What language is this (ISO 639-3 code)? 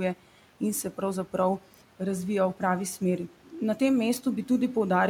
slv